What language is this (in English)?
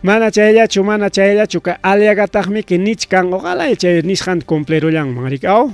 Ayacucho Quechua